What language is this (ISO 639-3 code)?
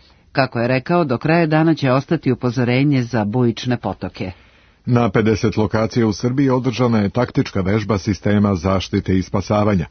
srp